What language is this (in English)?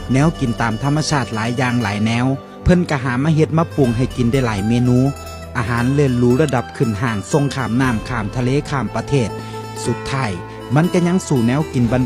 Northeastern Thai